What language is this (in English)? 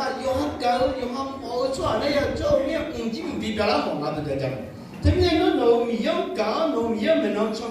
Akha